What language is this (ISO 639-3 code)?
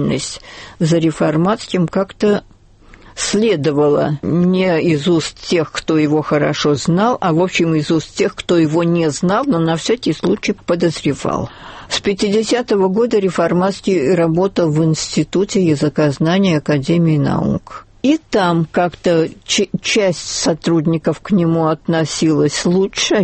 rus